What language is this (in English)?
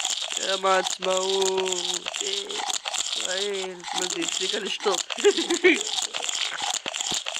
Hebrew